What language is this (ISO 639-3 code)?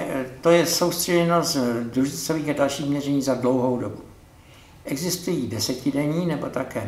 ces